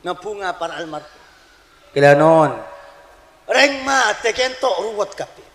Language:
Madurese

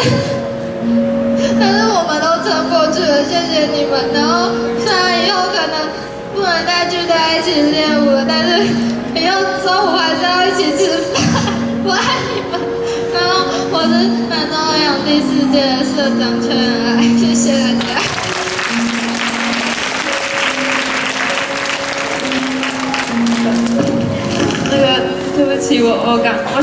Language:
Chinese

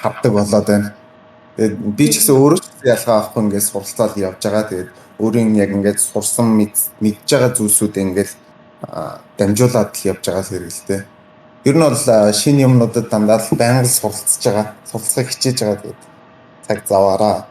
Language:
Mongolian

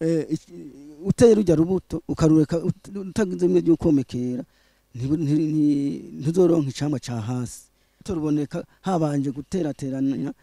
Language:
Rundi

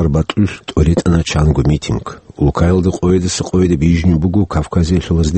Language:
Avaric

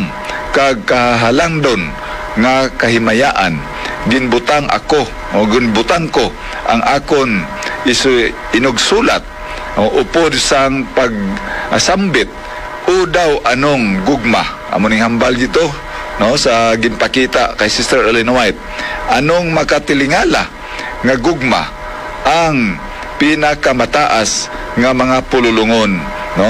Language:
Hiligaynon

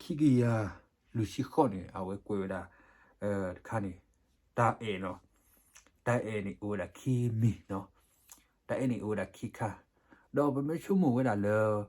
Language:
S'gaw Karen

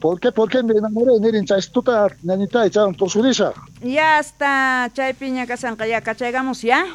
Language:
South Bolivian Quechua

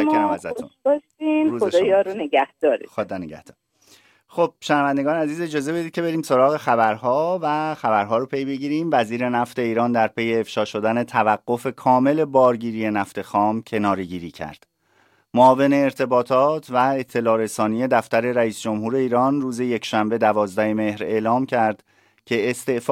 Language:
Persian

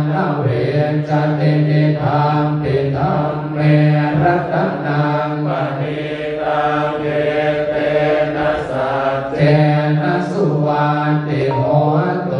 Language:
Pali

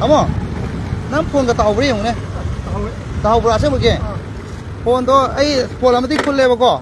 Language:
Manipuri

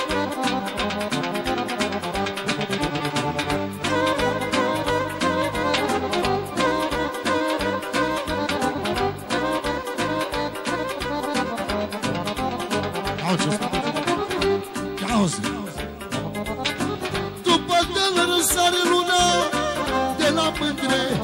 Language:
Romanian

